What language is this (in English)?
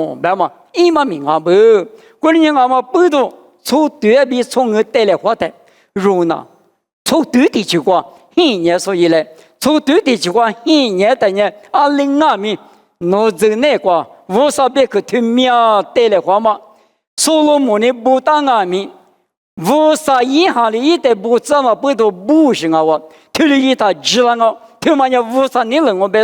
Lisu